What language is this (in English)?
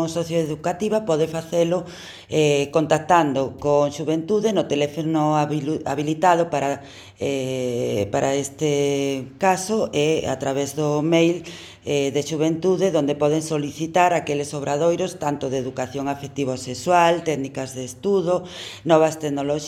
Galician